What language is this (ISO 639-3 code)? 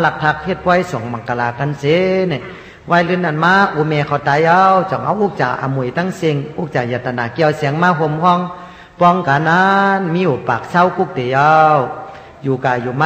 shn